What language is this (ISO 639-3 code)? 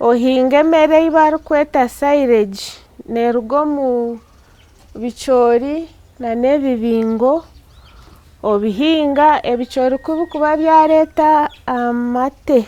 nyn